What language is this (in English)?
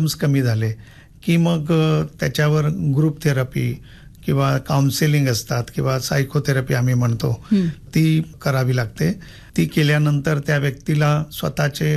Marathi